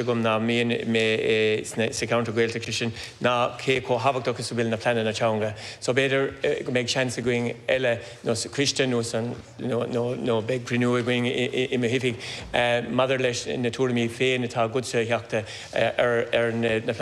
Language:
Irish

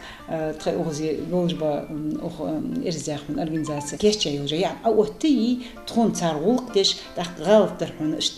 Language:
Ingush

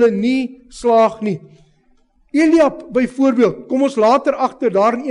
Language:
Afrikaans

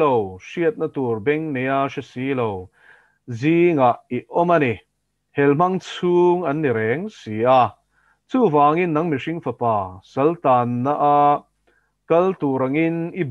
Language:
Mizo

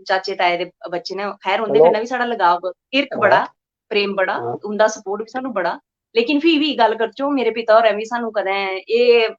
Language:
Dogri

